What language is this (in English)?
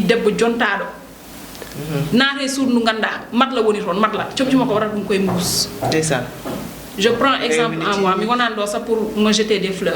Fula